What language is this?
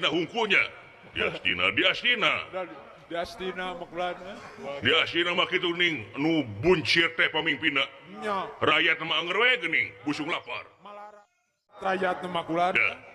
Sundanese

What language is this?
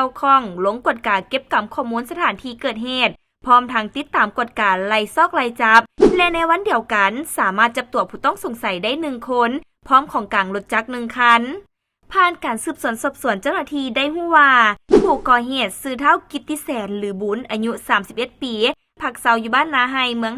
Lao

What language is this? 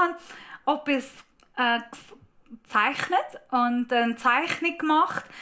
Swiss German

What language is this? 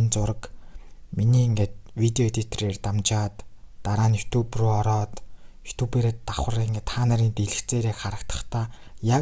Mongolian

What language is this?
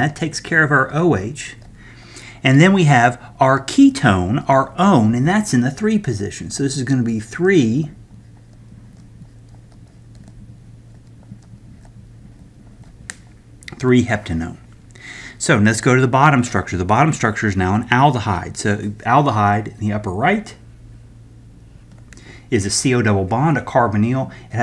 English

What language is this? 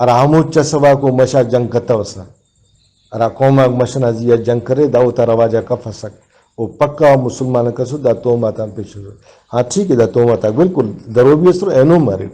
Brahui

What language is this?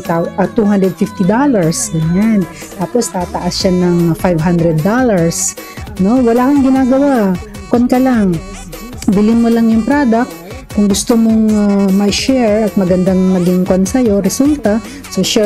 Filipino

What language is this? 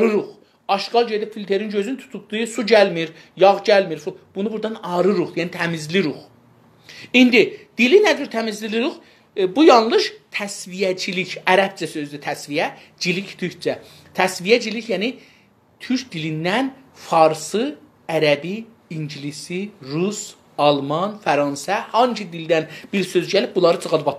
South Azerbaijani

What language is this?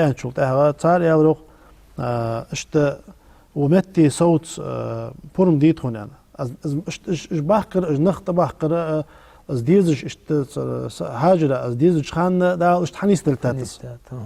Ingush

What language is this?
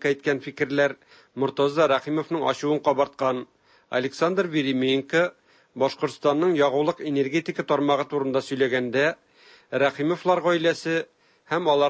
Tatar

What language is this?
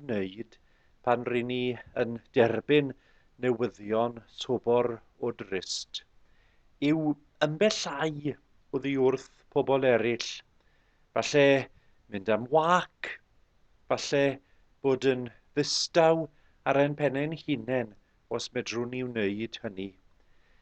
Welsh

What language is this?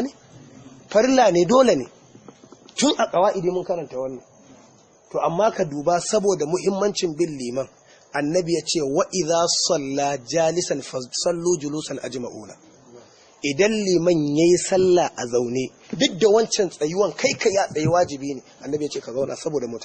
Hausa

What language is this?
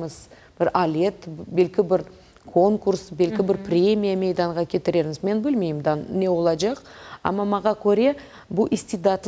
Crimean Tatar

